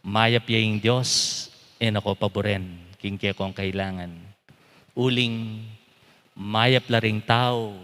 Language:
Pampanga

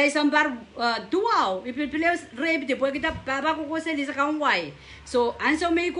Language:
Pohnpeian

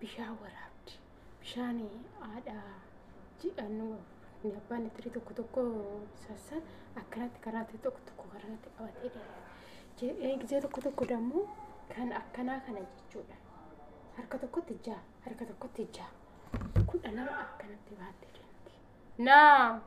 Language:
Oromo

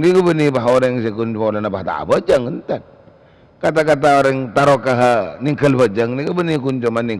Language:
Madurese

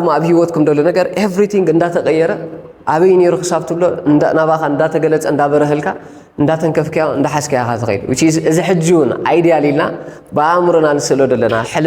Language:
Tigrinya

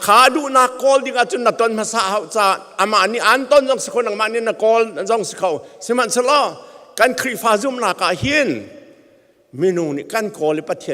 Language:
Hakha Chin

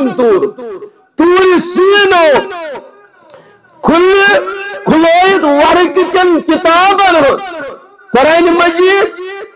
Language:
Kashmiri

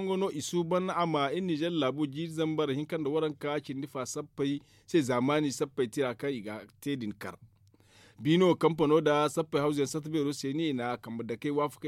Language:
Zarma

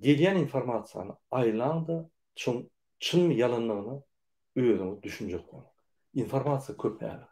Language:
Turkmen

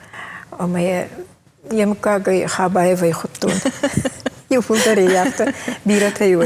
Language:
Ossetic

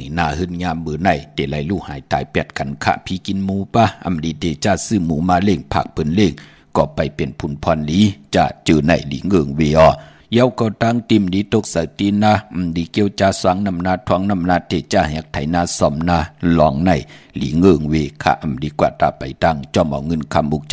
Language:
Shan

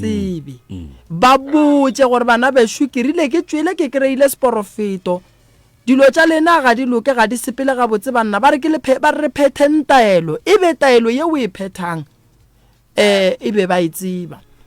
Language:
Northern Sotho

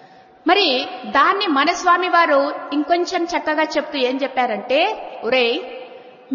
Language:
Telugu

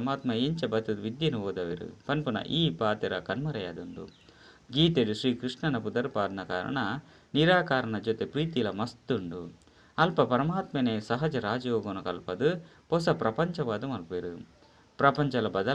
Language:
Tulu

